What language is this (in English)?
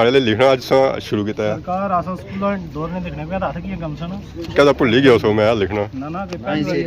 Pahari-Potwari